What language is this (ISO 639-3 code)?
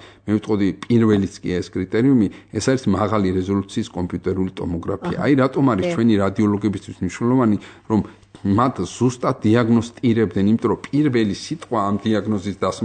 kat